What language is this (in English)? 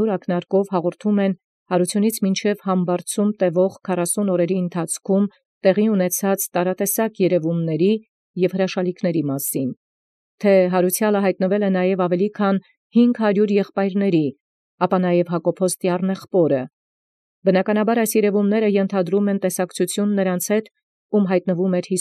Armenian